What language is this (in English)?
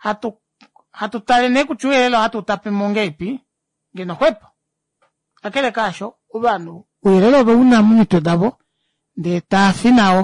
Kuanyama